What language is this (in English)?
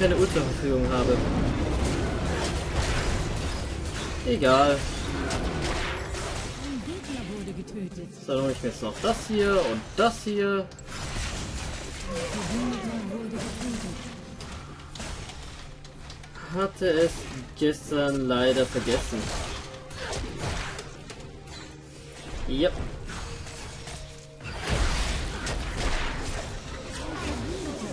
German